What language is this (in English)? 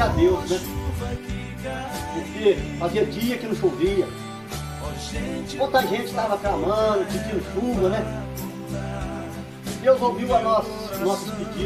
Portuguese